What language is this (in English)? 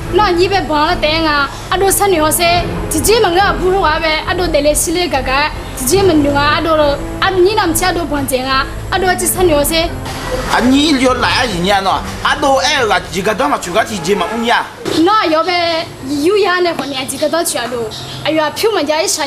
Akha